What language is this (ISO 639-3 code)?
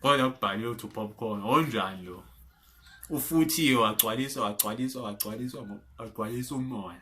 zul